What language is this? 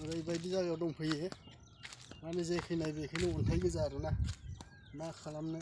Bodo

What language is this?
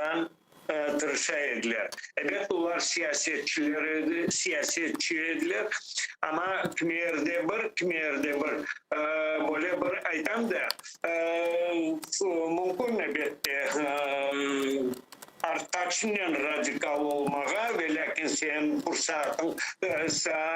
Crimean Tatar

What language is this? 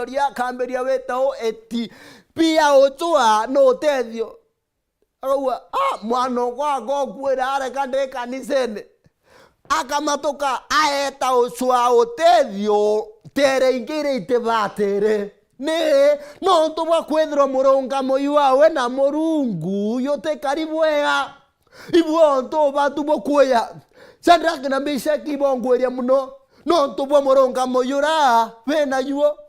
Meru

